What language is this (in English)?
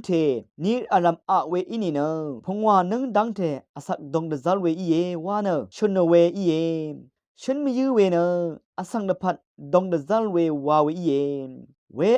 Rawang